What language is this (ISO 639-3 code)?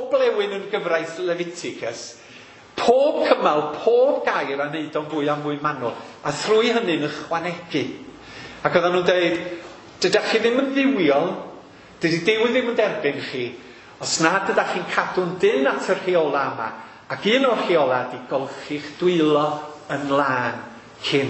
cym